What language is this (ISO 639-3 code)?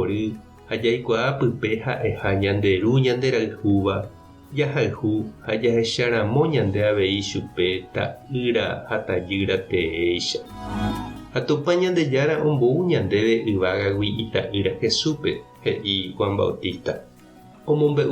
grn